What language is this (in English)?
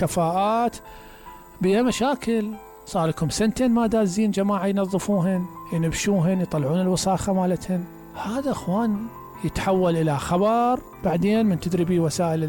Mesopotamian Arabic